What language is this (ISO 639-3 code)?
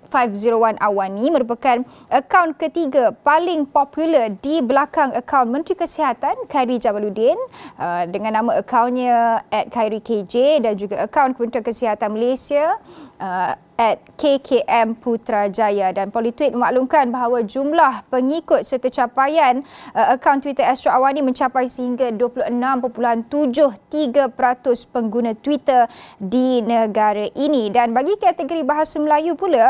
msa